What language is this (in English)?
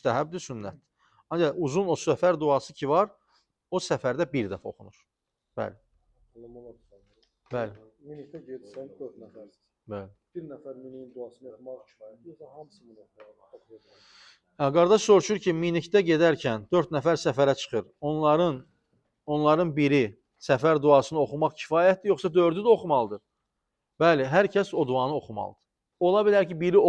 Azerbaijani